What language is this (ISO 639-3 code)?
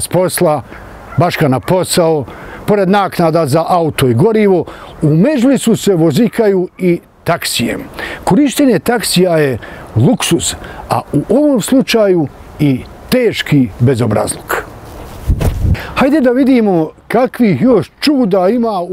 bos